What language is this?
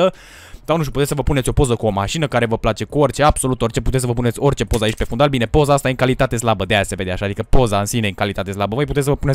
Romanian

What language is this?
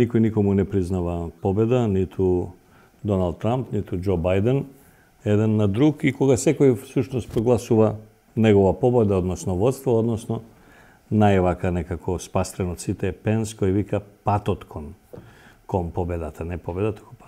Macedonian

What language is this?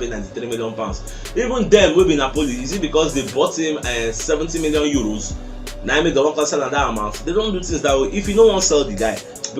Nigerian Pidgin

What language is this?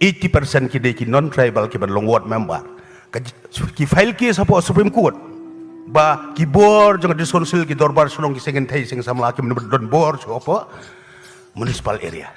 Khasi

